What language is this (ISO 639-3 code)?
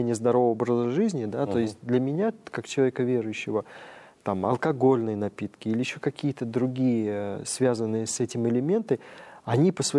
rus